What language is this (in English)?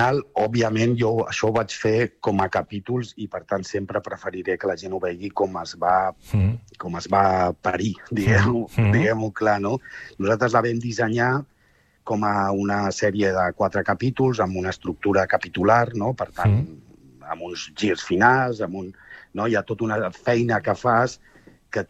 Catalan